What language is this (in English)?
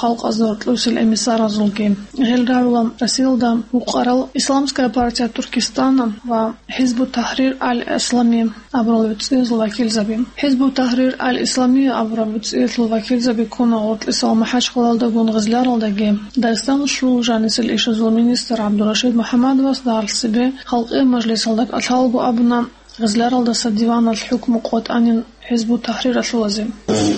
Avaric